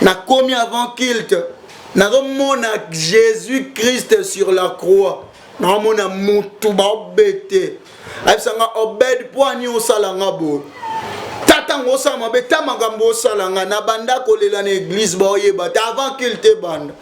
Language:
Lingala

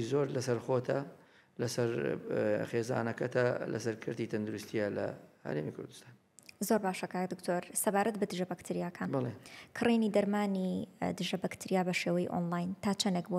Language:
Central Kurdish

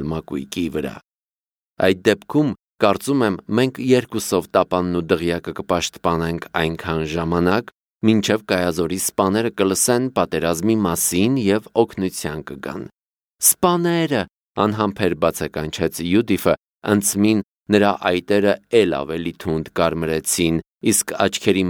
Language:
Armenian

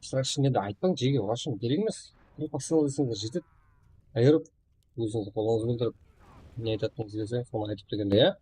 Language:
Kara-Kalpak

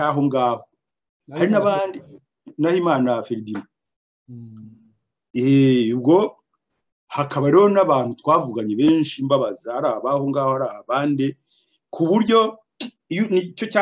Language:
Kinyarwanda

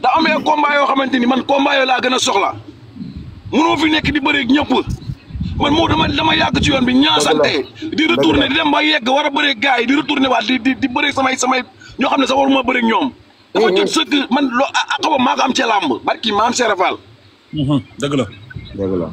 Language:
Wolof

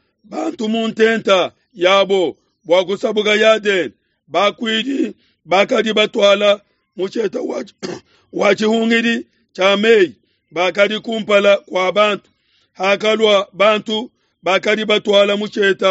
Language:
Luba-Lulua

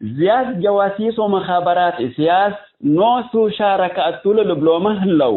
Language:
Tigre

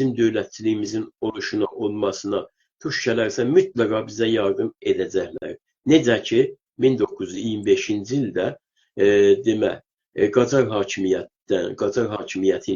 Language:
South Azerbaijani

